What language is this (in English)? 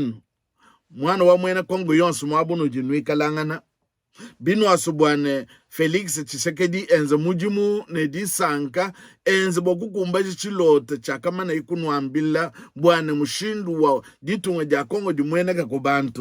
Luba-Lulua